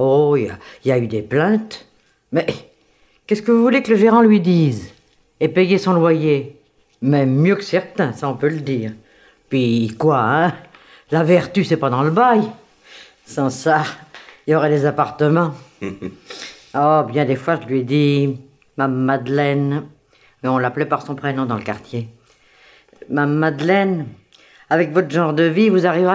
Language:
French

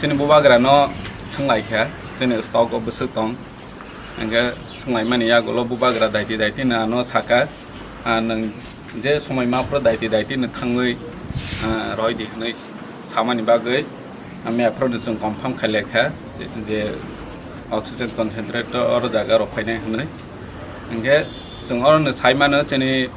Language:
Kok Borok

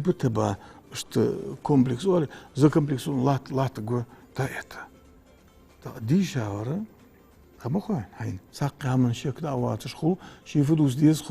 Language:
Ingush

